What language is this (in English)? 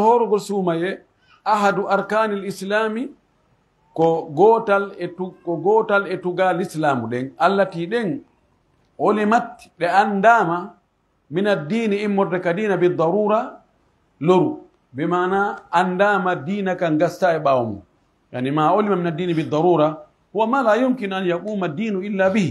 Pular